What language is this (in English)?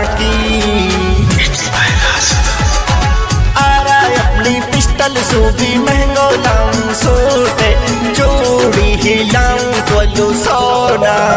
Bhojpuri